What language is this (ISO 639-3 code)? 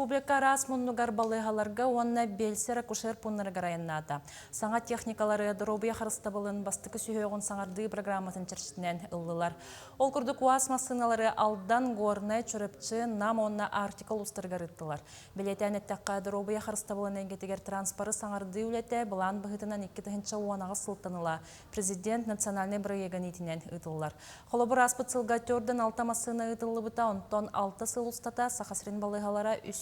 sah